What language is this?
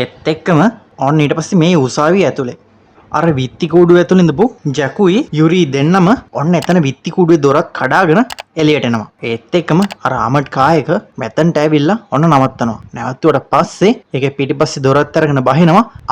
Sinhala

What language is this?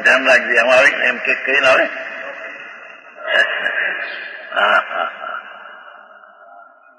Gujarati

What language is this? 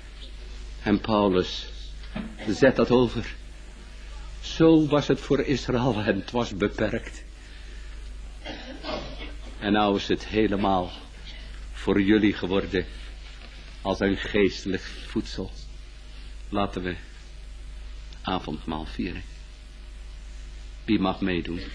Dutch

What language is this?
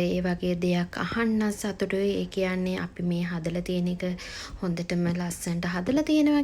Sinhala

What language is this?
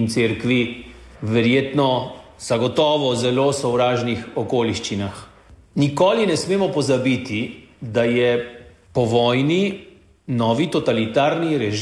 Slovenian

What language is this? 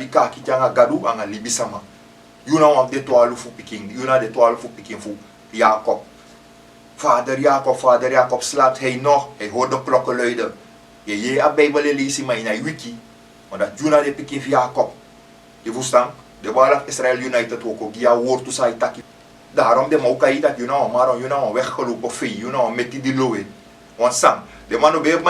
Sranan Tongo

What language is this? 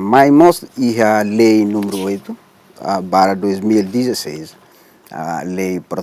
Tetum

